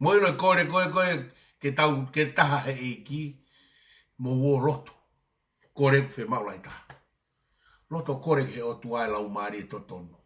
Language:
Tongan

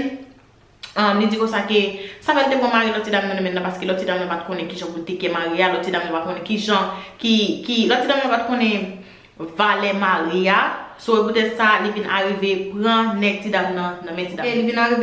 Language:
Haitian Creole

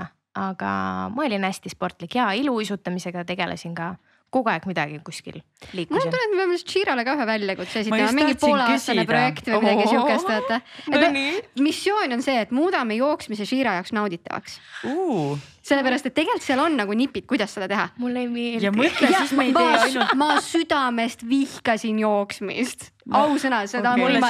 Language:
Estonian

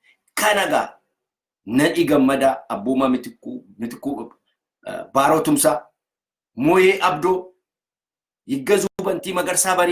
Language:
Oromo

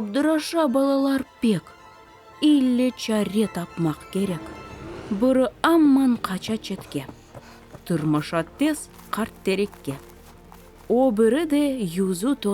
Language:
Crimean Tatar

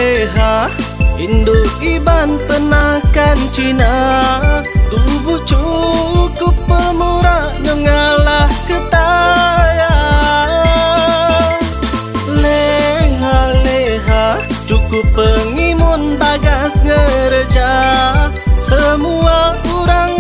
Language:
Iban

